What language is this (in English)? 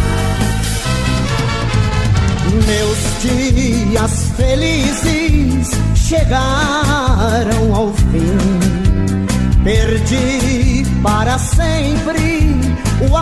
Portuguese